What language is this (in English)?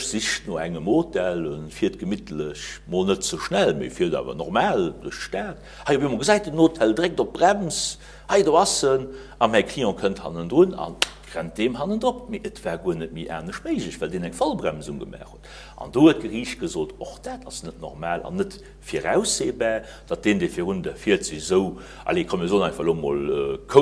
Luxembourgish